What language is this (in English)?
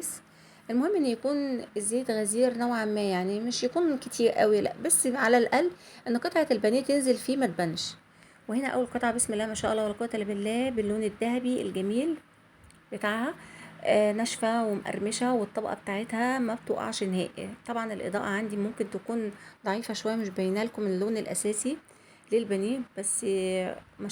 Egyptian Arabic